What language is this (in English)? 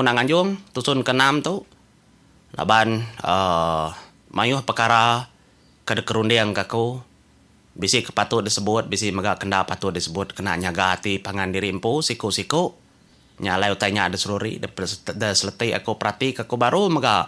Iban